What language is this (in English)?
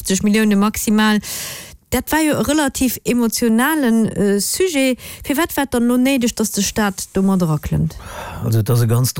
Luxembourgish